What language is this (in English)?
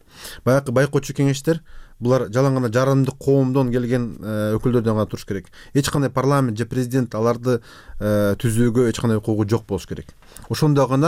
Kyrgyz